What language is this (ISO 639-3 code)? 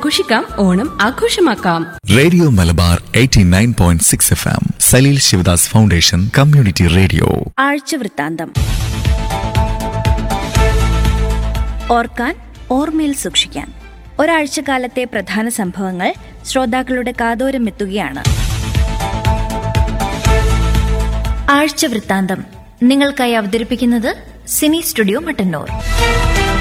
mal